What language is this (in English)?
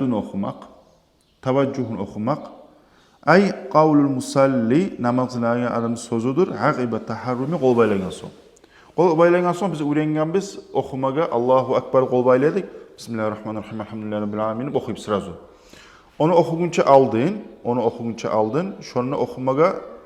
Kumyk